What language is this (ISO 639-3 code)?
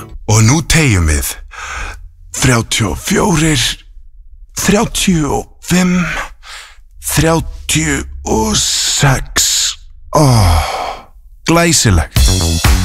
isl